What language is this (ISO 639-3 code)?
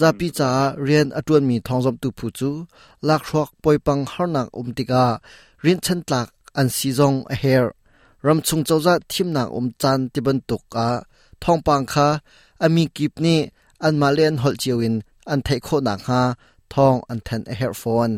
cnh